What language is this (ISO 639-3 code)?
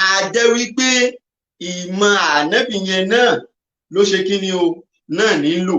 yor